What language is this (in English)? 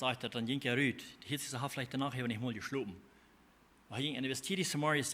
Plautdietsch